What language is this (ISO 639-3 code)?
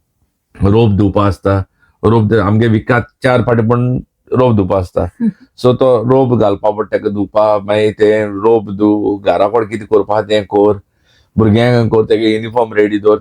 kok